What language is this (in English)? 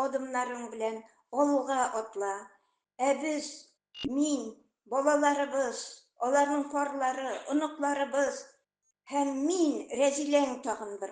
Tatar